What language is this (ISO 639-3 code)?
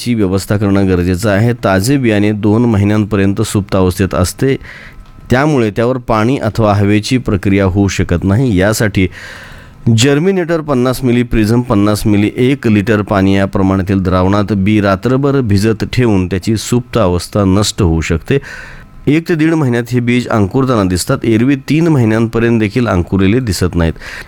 mar